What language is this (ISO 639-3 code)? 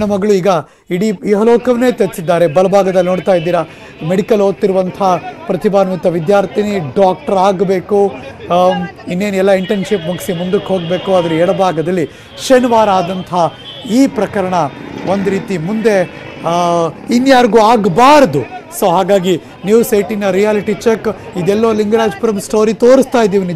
kan